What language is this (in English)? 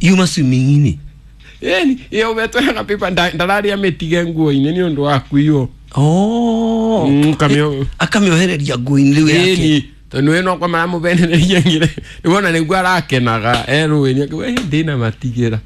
Kikuyu